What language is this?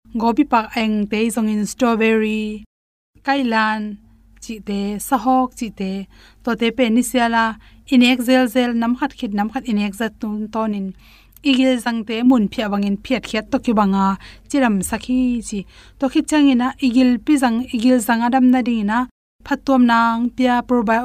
Tedim Chin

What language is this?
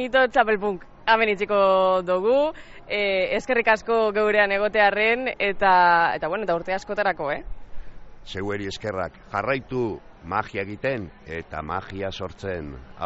Basque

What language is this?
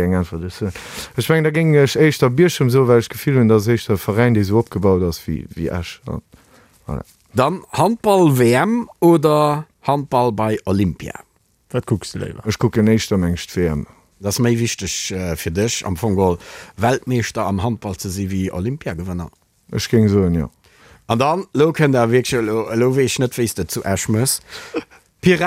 Luxembourgish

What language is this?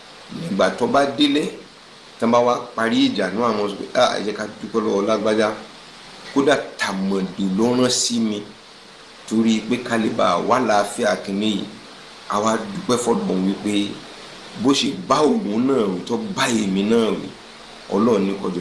Yoruba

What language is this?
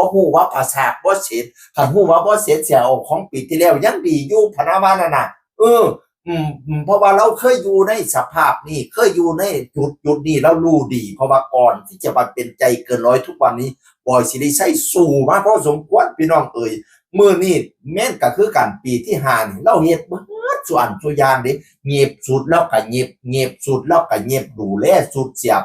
Northeastern Thai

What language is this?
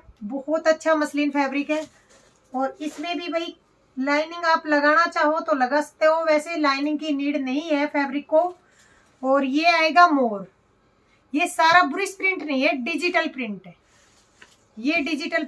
Hindi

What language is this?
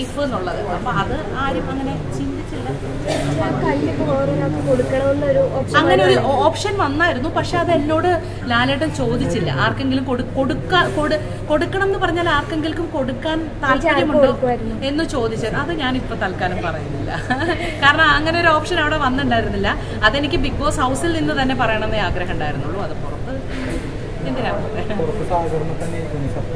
Malayalam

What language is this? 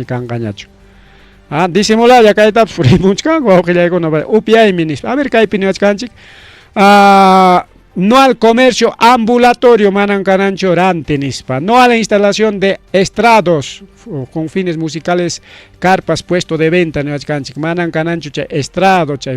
Ayacucho Quechua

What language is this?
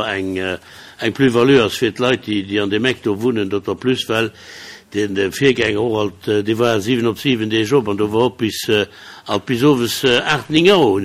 Luxembourgish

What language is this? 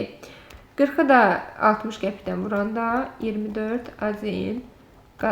Azerbaijani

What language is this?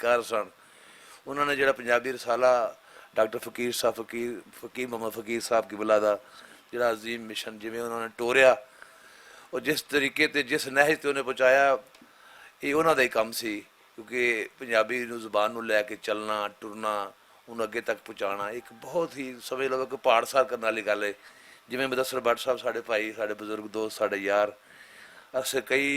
Western Panjabi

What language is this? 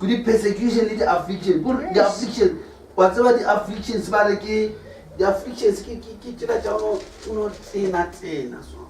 Northern Sotho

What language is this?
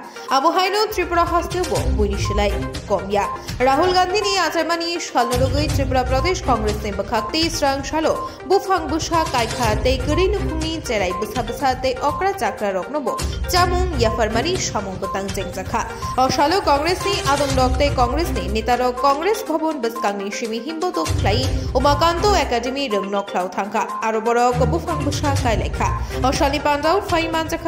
Kok Borok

